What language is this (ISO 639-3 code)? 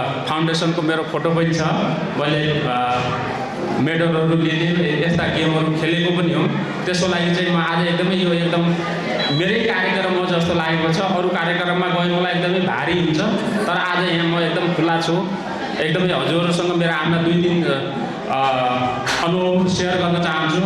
nep